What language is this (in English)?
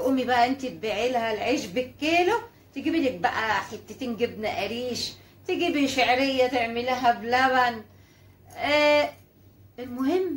Egyptian Arabic